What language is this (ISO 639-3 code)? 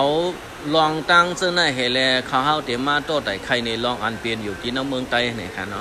shn